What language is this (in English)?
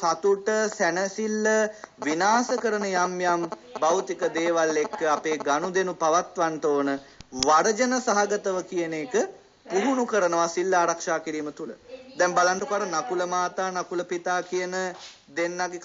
Sinhala